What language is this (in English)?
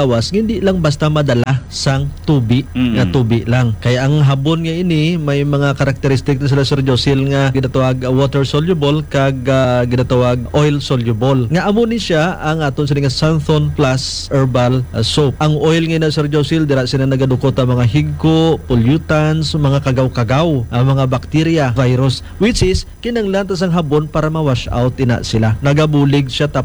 Hiligaynon